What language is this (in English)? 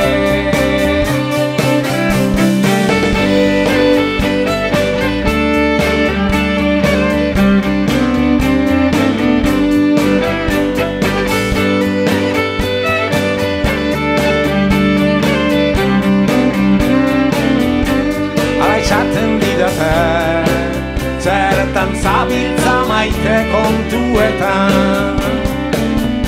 Basque